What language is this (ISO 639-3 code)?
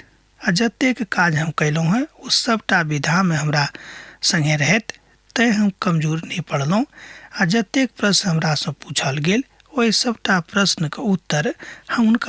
mai